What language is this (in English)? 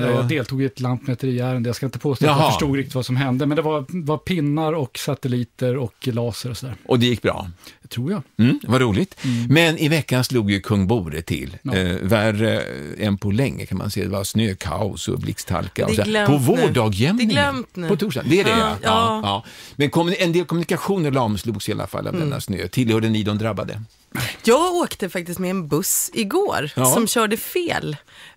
Swedish